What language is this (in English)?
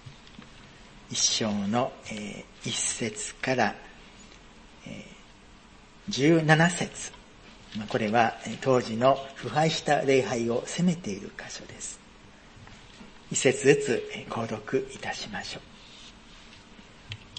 Japanese